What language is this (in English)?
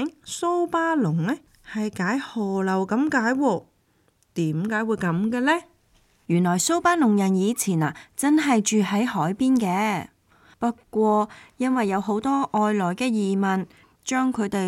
Cantonese